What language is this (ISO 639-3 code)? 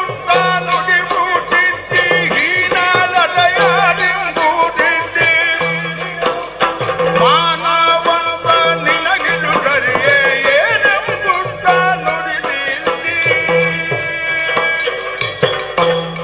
kan